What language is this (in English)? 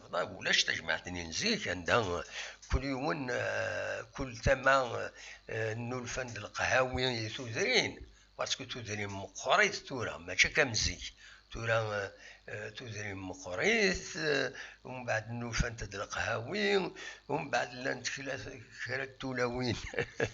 Kabyle